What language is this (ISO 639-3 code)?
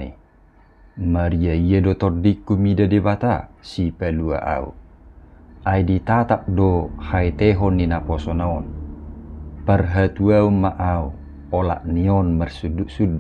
bbc